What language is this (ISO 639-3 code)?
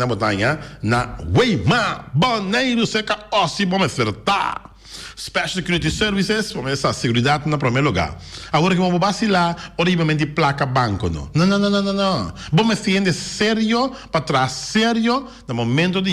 pap